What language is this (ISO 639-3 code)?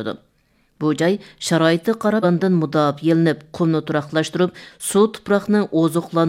uig